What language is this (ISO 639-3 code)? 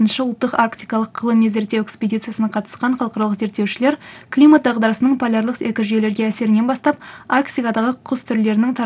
kaz